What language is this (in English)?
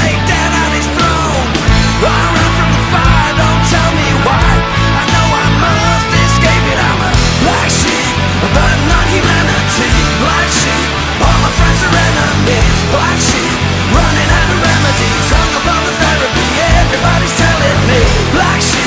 English